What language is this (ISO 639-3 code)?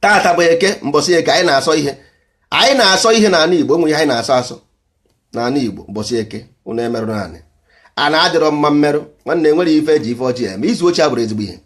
ibo